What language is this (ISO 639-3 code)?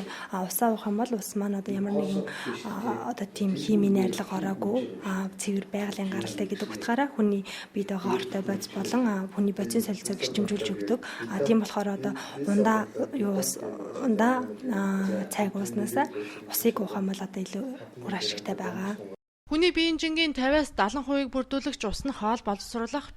mon